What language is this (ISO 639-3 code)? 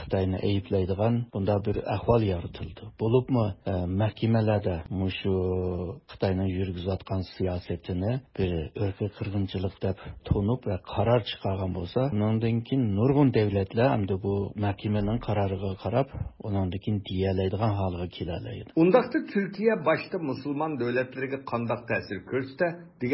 uig